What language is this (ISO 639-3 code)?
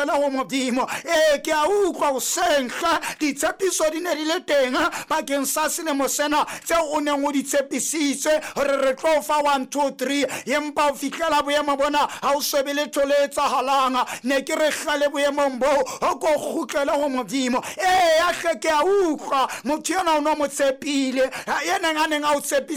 sot